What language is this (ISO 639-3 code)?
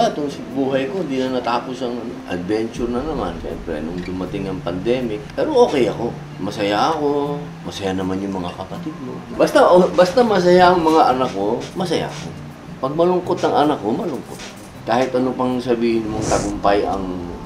fil